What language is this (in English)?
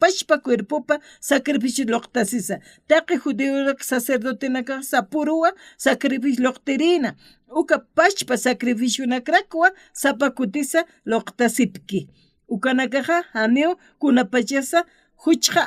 Aymara